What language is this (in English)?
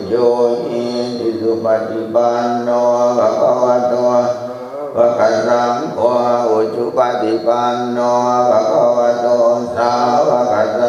Pali